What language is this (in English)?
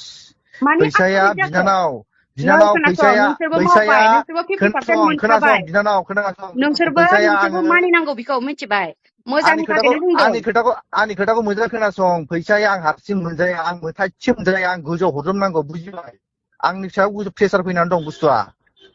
Bodo